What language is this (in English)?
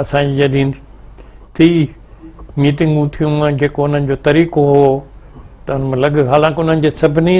Sindhi